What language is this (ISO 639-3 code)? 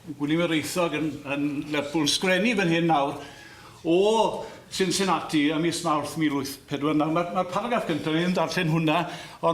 cym